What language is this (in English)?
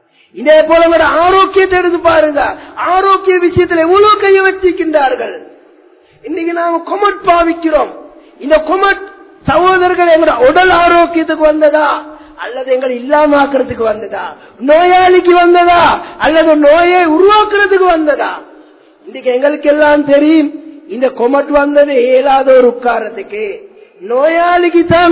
Tamil